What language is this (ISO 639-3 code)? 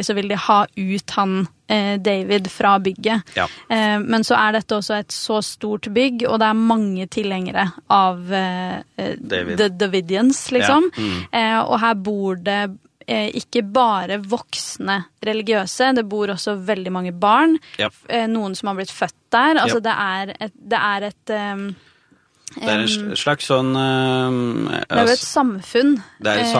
nor